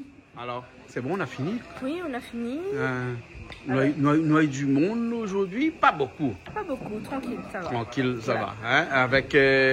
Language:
Réunion Creole French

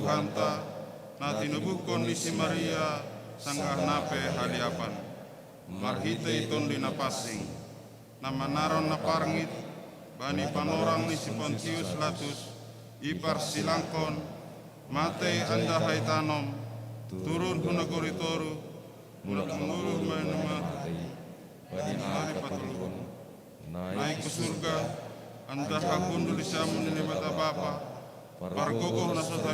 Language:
Batak Simalungun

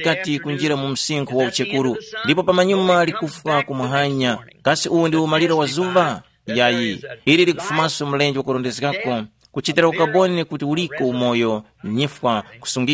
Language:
Tumbuka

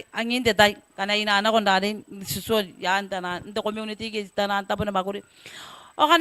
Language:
Gilbertese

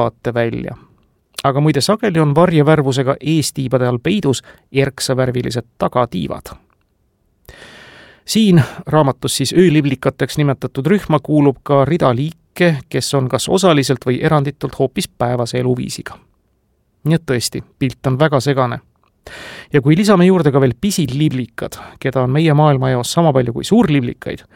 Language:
Estonian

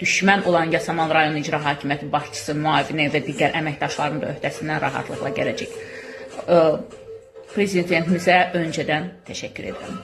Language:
Azerbaijani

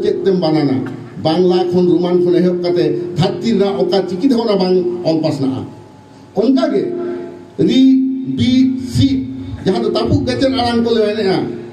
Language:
Santali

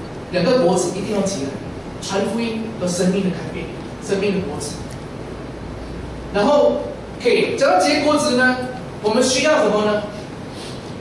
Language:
Chinese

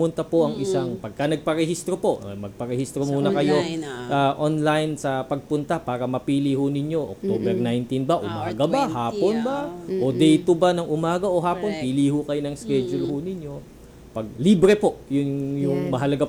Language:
Filipino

